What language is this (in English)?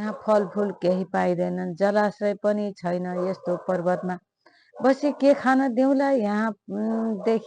Nepali